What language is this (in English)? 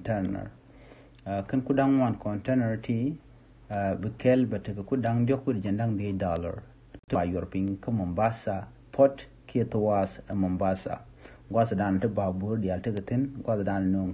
Nuer